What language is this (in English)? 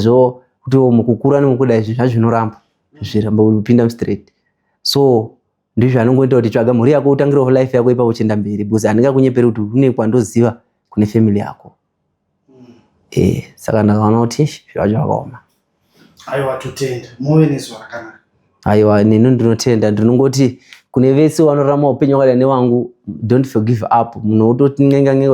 Shona